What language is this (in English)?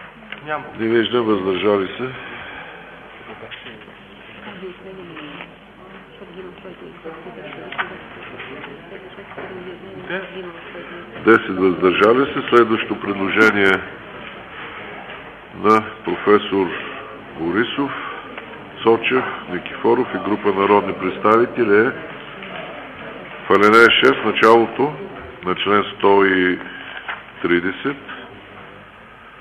Bulgarian